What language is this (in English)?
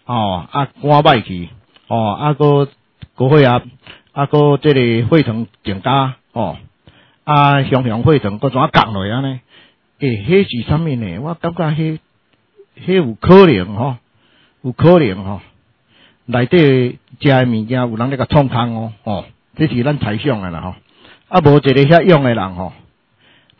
Min Nan Chinese